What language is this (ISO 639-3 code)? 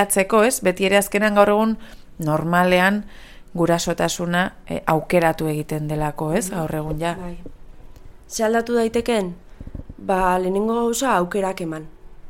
eus